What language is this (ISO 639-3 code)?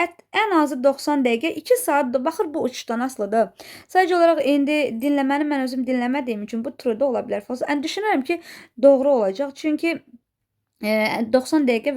aze